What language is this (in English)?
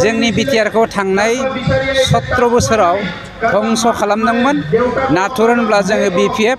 Bodo